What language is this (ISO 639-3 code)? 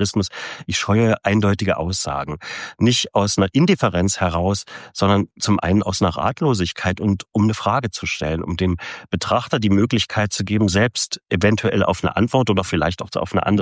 deu